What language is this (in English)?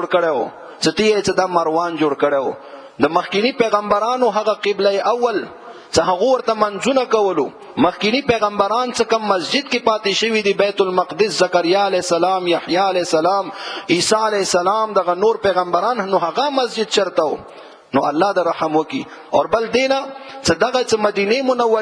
Pashto